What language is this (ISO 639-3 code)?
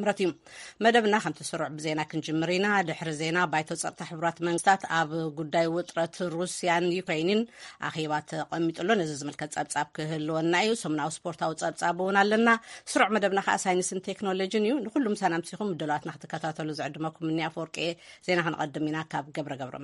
tir